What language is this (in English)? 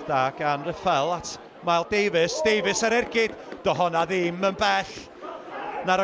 Welsh